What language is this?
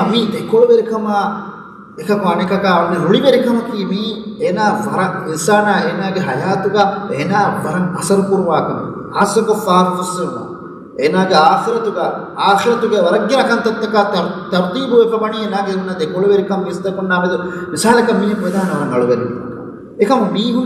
Divehi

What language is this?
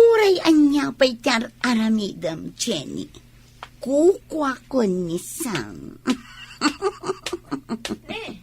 Iloko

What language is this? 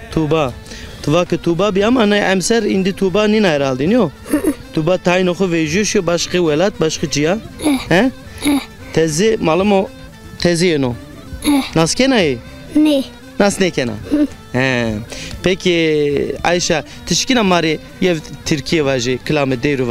Zaza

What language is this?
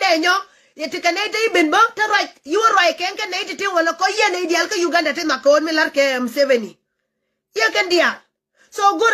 Nuer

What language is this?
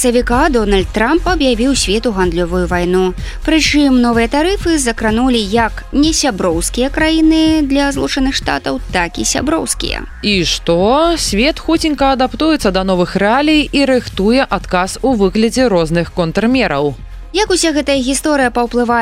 Belarusian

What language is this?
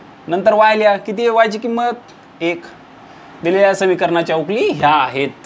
Marathi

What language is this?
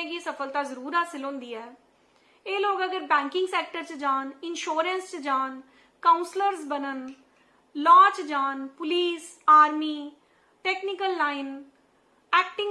Dogri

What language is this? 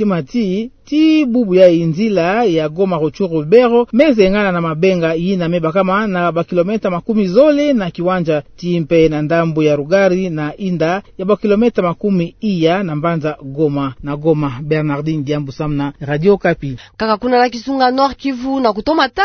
Kituba (Democratic Republic of Congo)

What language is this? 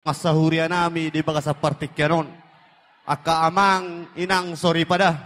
Batak Toba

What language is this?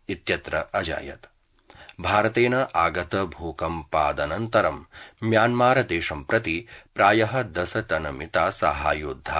Sanskrit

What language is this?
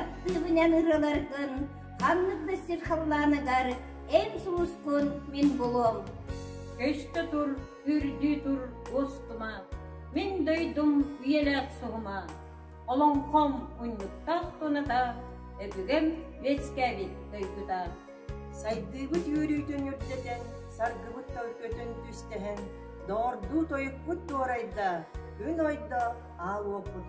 Yakut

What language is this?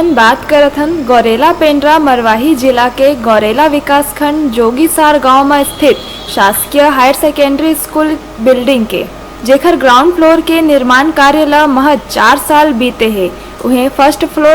Chhattisgarhi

